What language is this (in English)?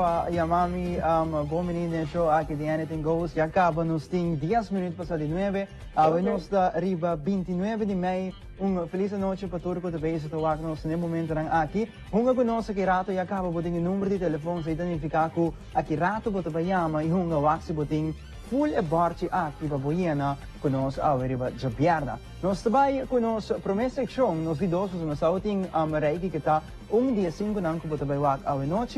Papiamento